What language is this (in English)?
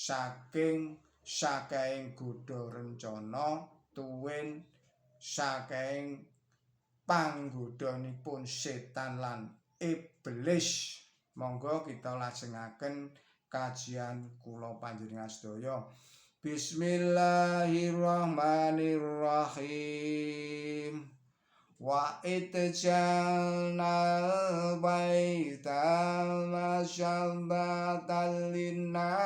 Javanese